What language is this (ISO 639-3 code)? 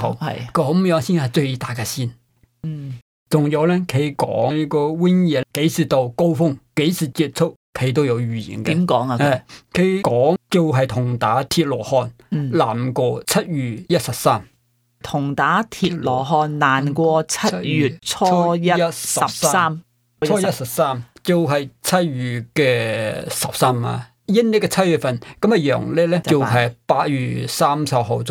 yue